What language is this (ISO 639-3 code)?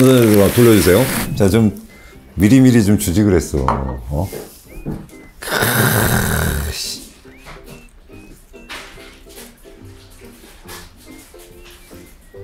kor